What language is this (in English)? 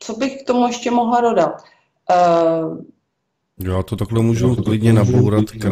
Czech